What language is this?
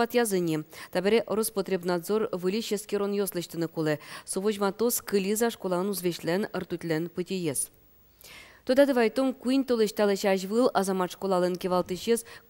Udmurt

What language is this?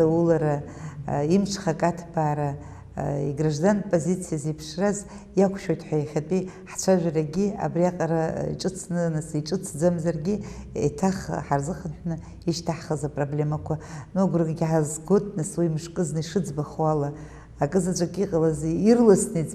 Abkhazian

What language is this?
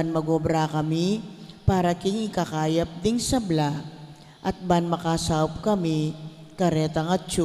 Pampanga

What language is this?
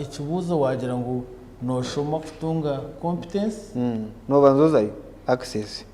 Nyankole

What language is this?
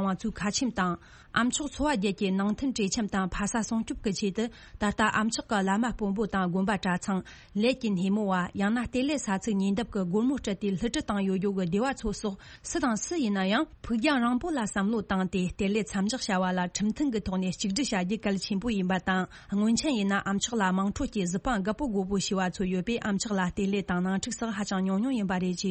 Tibetan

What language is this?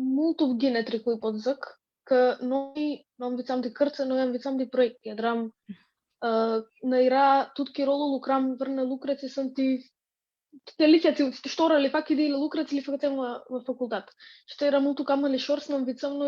Aromanian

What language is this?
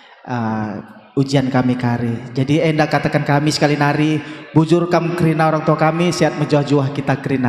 Batak Karo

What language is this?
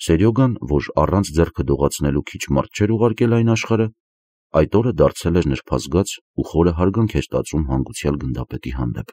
Armenian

